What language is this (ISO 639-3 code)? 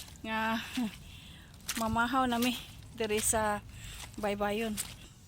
ceb